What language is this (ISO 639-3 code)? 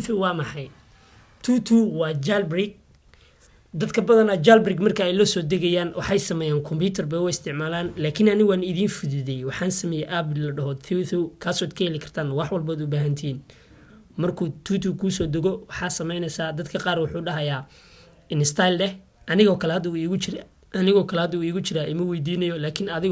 som